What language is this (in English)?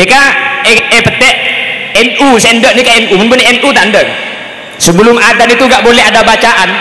Madurese